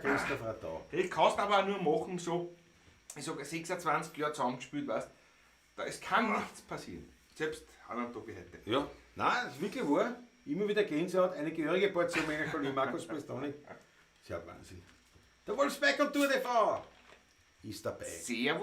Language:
Bavarian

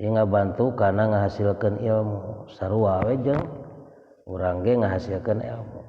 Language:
Sundanese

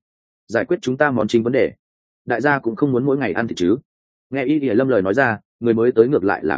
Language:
Vietnamese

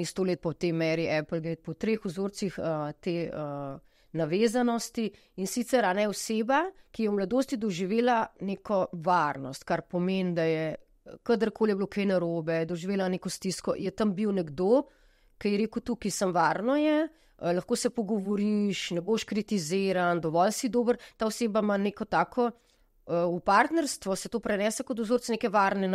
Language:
Slovenian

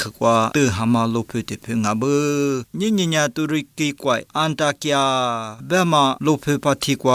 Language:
Lisu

